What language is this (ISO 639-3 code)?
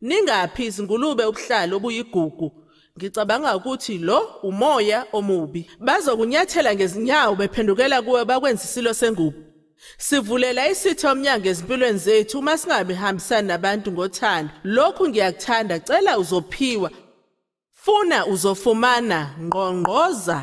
zul